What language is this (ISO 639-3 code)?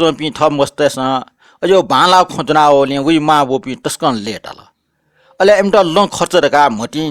new